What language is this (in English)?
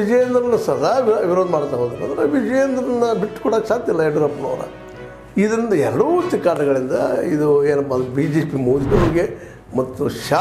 Kannada